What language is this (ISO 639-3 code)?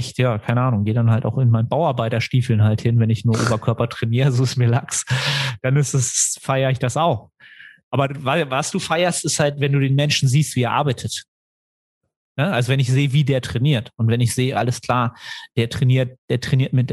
deu